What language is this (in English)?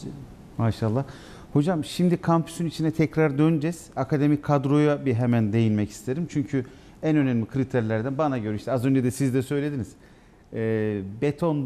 Turkish